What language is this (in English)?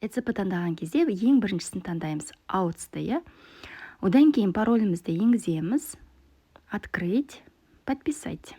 Kazakh